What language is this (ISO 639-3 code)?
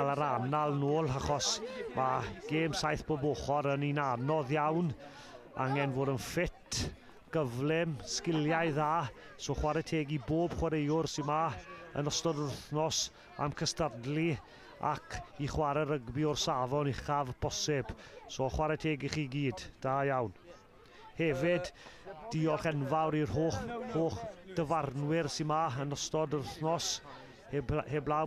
cym